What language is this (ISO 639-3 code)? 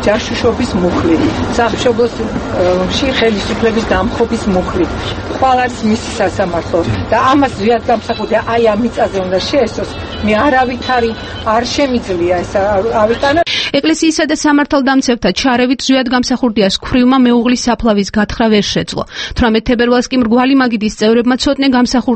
kat